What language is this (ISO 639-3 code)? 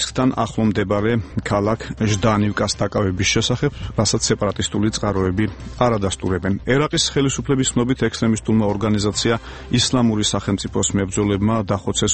kat